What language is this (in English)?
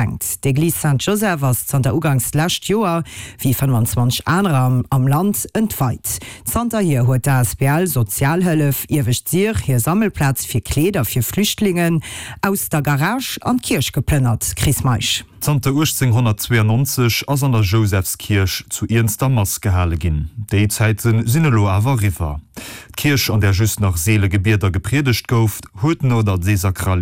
Luxembourgish